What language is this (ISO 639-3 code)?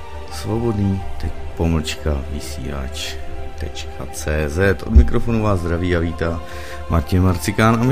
ces